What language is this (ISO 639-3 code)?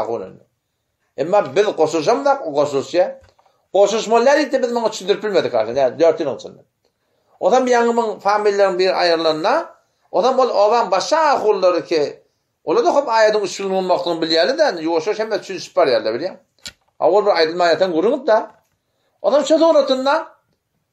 tuk